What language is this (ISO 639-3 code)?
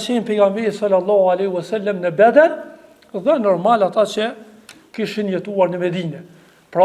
sqi